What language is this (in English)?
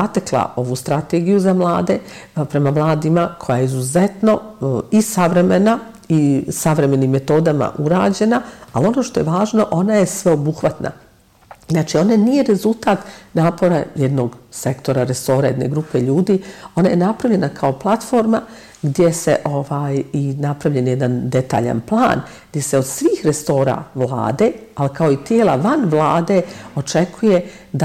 Bosnian